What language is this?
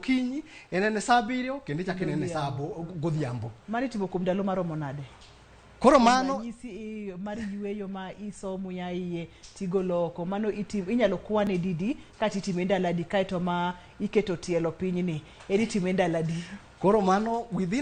Luo (Kenya and Tanzania)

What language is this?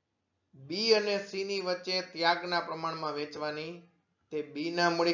Gujarati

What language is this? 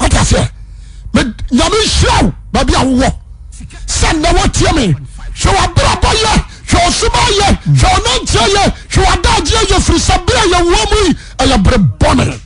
Akan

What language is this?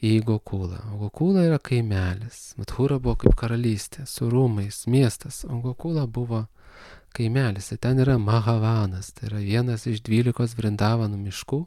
Lithuanian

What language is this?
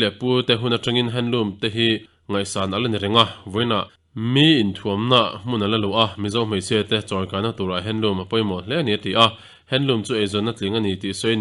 Mizo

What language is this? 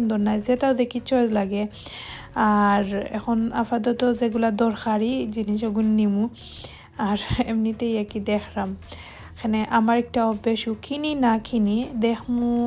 Sylheti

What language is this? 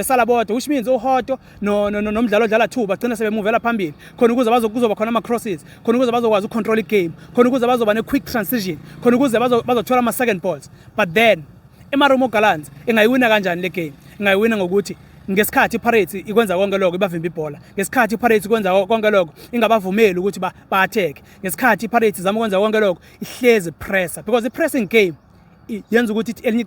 Zulu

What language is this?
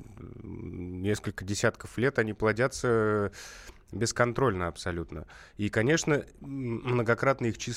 Russian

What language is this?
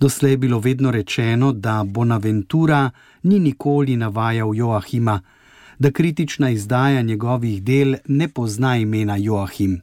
Slovenian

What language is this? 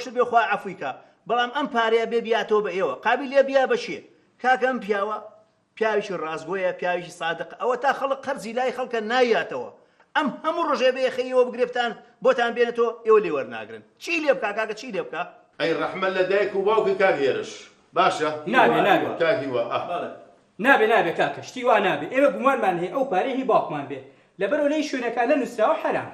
Central Kurdish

